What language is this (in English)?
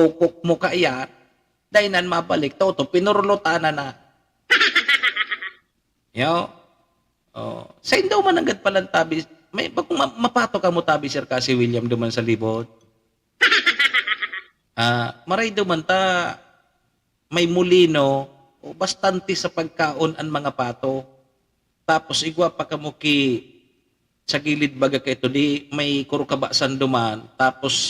Bikol